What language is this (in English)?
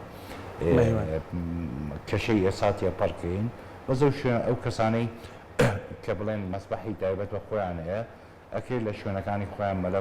Central Kurdish